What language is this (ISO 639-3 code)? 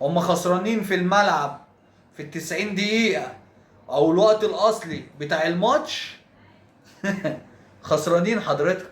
arz